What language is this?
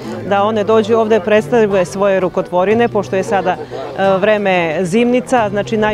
Serbian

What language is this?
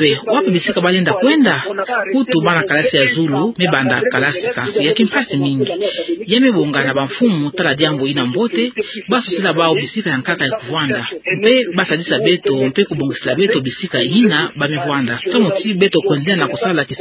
Kituba (Democratic Republic of Congo)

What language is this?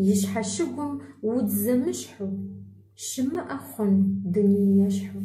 Kabardian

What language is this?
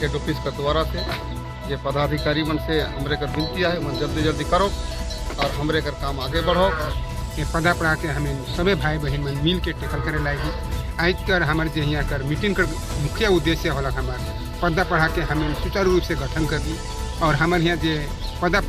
Sadri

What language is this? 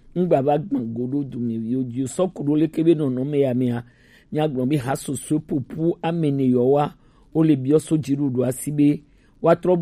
Gen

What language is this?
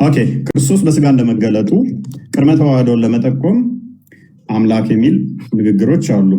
Amharic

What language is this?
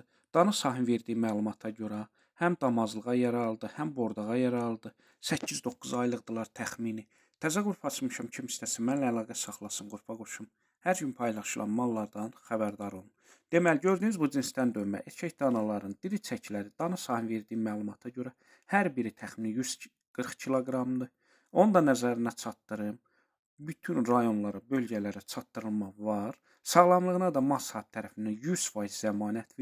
Azerbaijani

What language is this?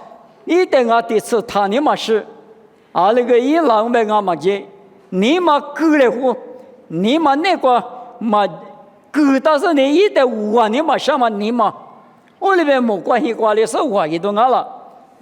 Lisu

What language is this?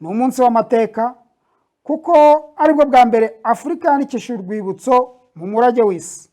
Kinyarwanda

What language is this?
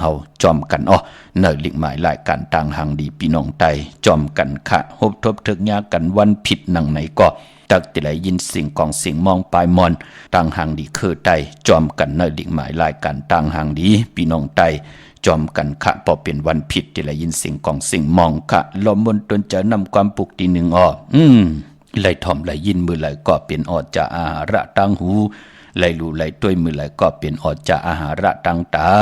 Shan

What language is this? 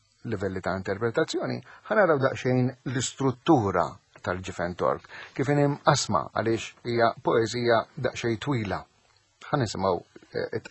Maltese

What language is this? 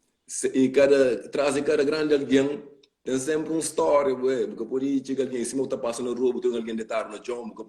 Kabuverdianu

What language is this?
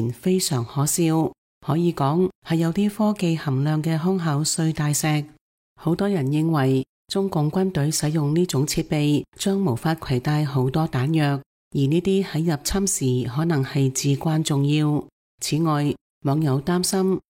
Cantonese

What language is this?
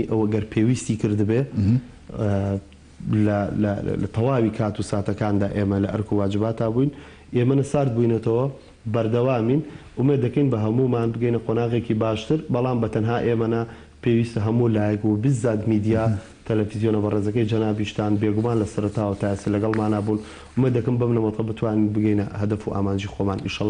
Central Kurdish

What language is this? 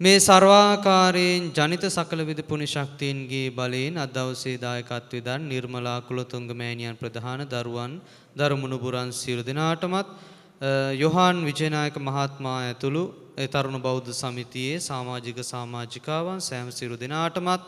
Sinhala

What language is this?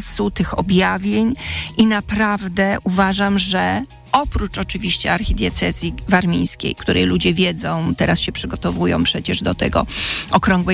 Polish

